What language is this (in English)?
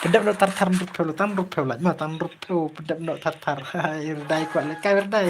Khasi